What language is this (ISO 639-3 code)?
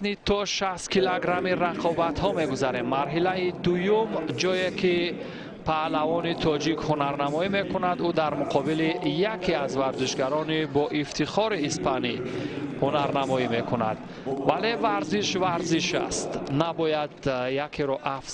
tgk